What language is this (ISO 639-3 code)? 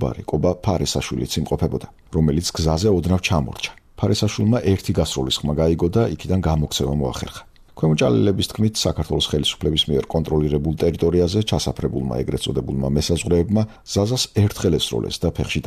kat